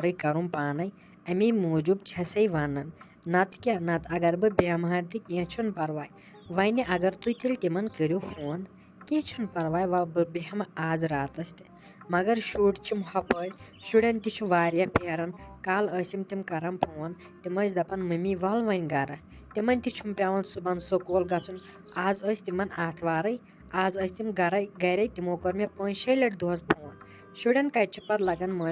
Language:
Kashmiri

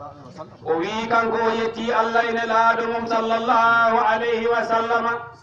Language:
Fula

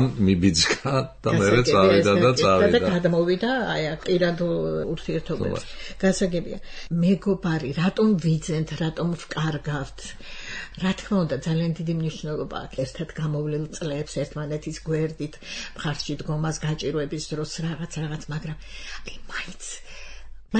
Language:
Georgian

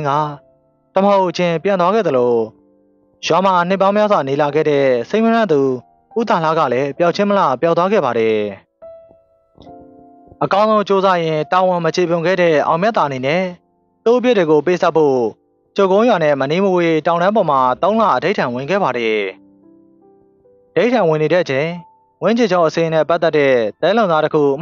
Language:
Burmese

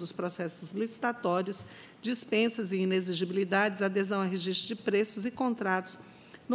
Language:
Portuguese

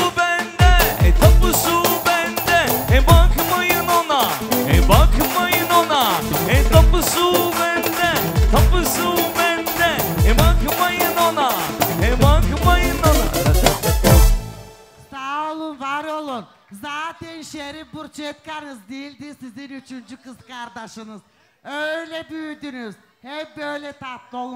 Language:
Turkish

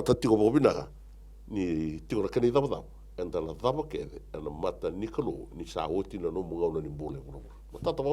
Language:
Fijian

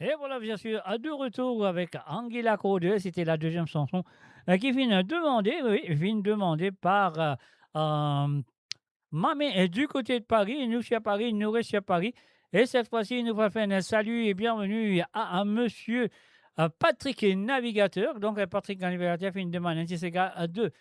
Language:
Morisyen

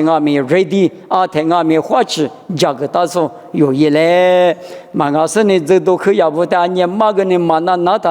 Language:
Lisu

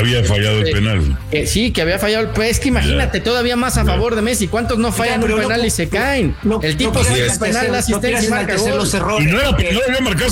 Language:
Spanish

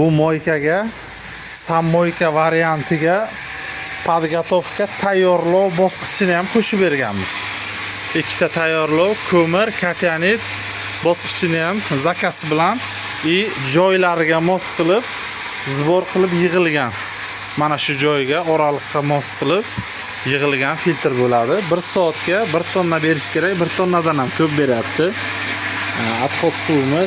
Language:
Uzbek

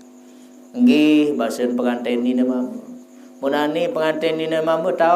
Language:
Sasak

